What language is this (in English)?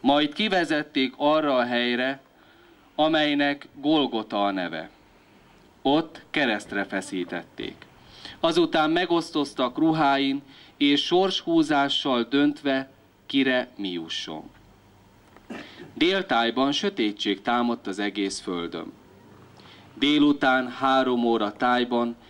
Hungarian